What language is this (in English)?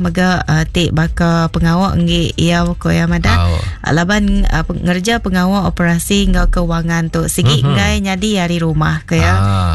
Iban